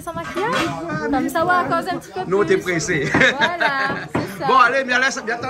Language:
Réunion Creole French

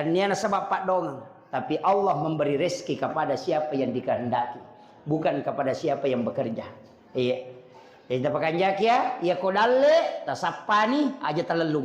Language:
Buginese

